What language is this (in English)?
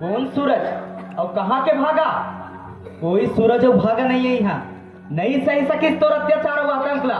Chhattisgarhi